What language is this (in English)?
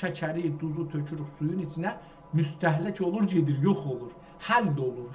South Azerbaijani